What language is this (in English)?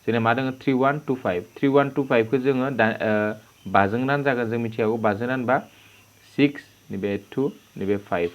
Bodo